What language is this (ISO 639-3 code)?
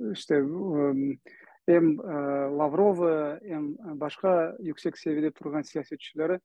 crh